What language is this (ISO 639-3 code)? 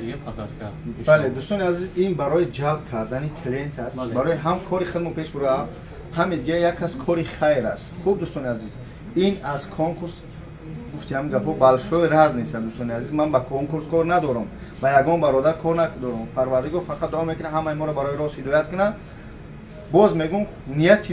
tgk